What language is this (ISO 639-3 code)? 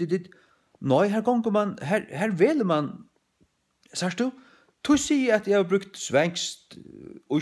fao